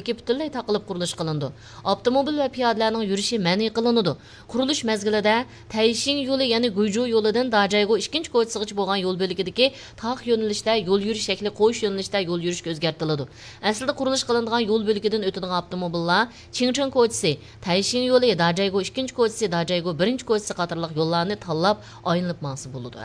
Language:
Uyghur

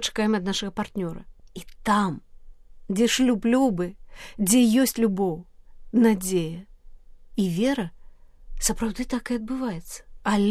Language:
Belarusian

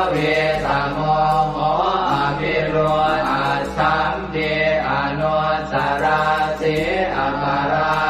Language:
Pali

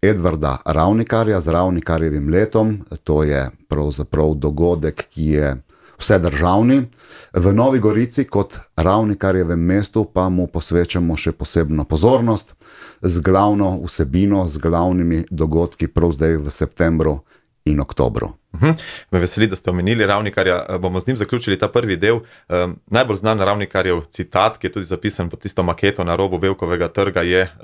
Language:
Slovenian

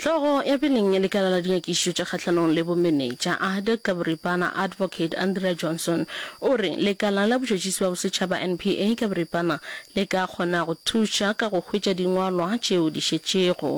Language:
Northern Sotho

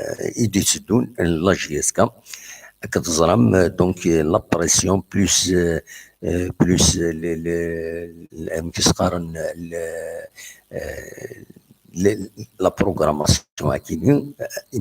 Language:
Kabyle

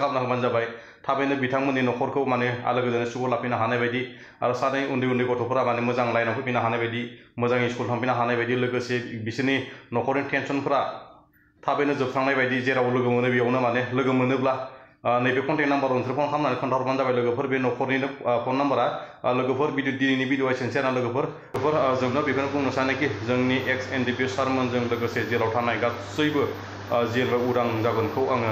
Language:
Bodo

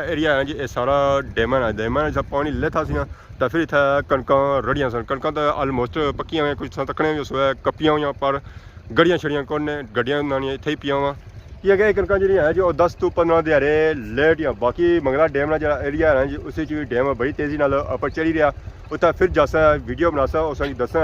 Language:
Pahari-Potwari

